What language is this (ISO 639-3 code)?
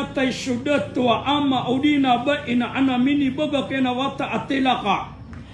mrw